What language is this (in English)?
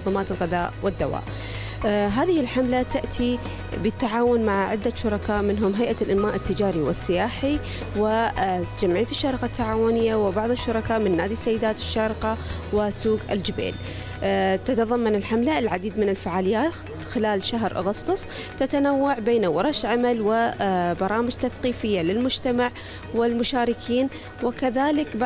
Arabic